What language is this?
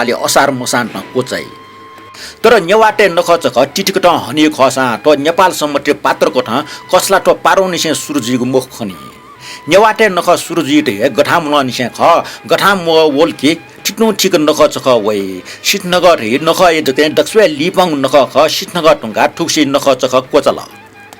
Newari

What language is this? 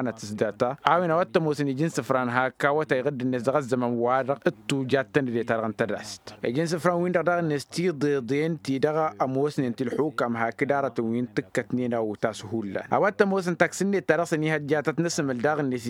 Tamasheq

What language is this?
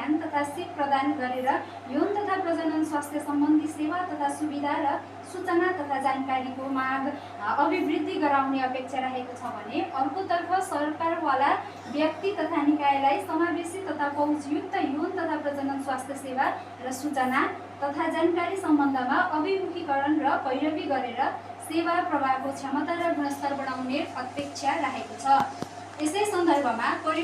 Nepali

